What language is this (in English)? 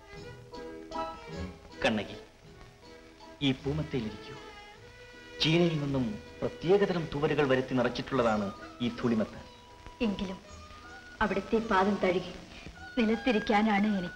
Malayalam